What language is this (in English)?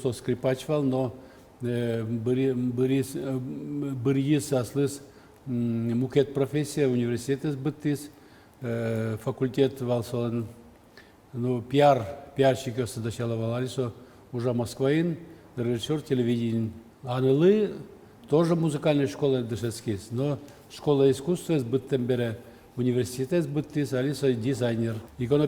Udmurt